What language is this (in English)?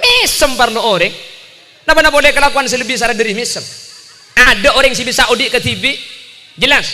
Madurese